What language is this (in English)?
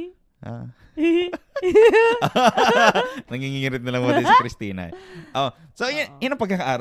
Bikol